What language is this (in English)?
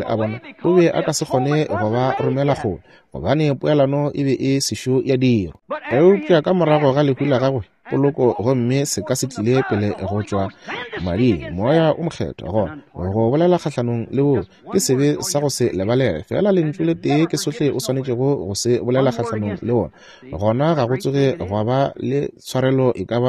Northern Sotho